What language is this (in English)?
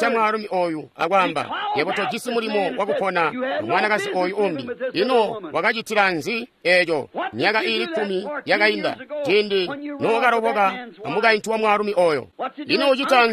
Tonga (Zambia)